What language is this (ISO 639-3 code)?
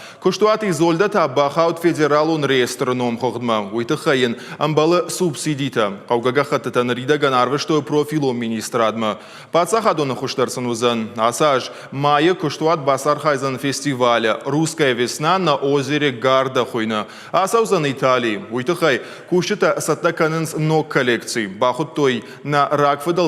oss